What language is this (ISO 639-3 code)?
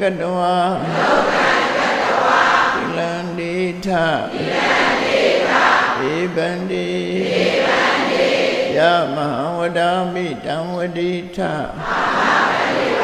mya